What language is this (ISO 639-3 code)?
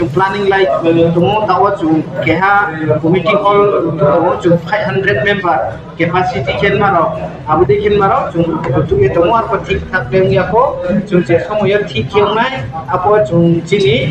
ria